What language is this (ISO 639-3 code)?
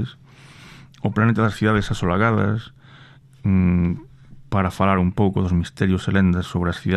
glg